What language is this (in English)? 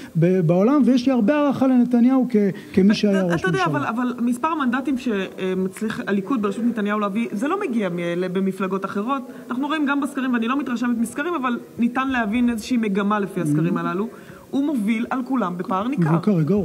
Hebrew